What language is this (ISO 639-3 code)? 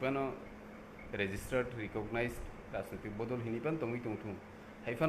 trp